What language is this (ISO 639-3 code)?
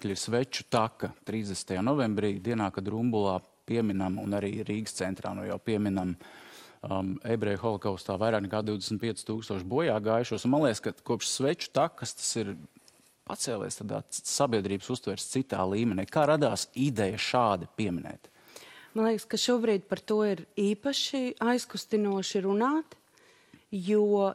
lav